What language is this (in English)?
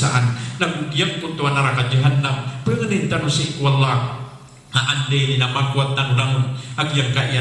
Maranao